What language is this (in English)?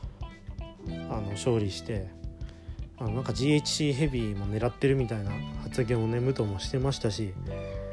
Japanese